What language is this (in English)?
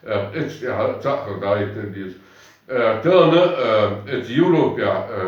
Chechen